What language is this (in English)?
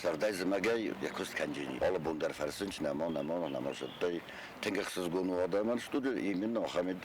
Ossetic